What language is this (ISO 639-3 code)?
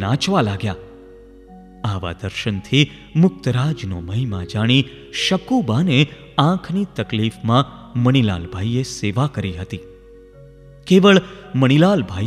guj